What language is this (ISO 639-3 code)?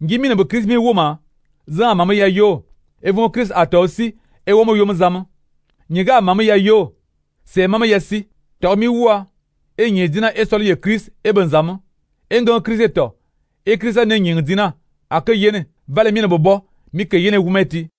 fan